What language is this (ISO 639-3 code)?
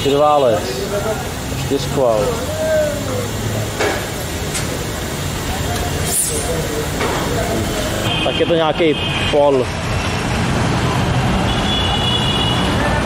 ces